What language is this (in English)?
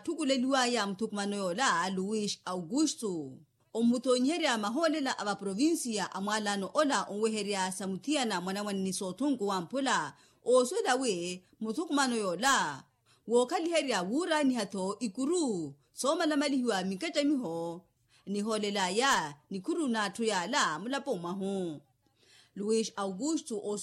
Makhuwa